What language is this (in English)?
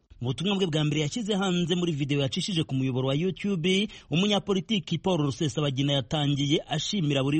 Kinyarwanda